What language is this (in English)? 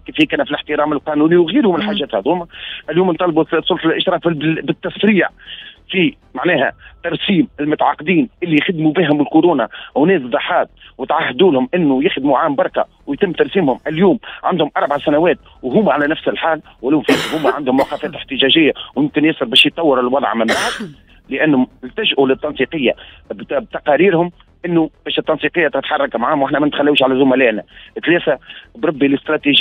Tunisian Arabic